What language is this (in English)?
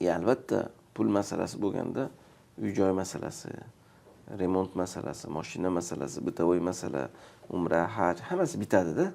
Uzbek